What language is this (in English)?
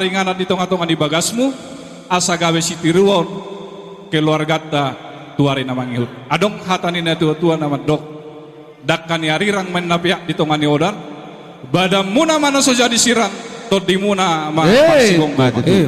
Batak Toba